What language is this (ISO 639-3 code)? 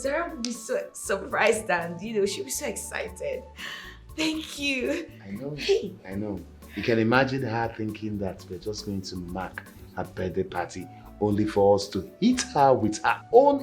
pcm